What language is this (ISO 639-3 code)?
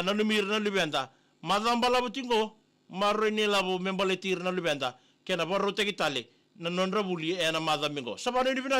fij